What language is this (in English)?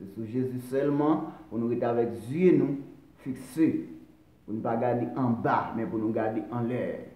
Haitian Creole